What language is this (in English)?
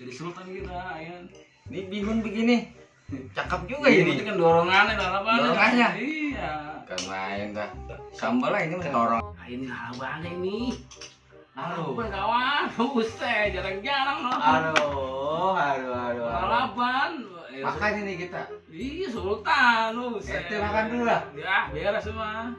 Betawi